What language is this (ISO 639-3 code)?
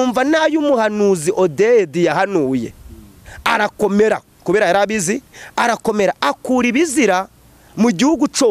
kin